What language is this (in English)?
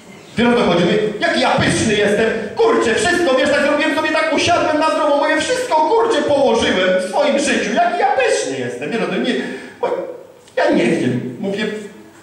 Polish